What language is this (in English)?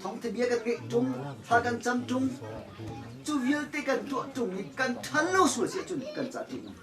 Hakha Chin